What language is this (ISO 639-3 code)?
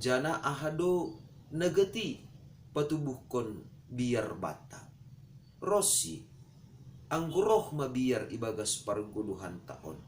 bts